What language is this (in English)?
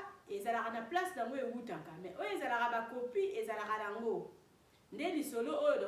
Lingala